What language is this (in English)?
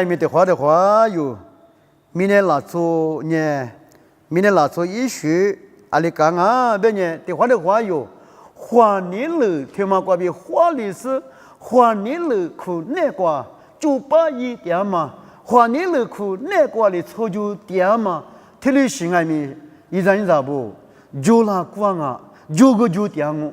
Lisu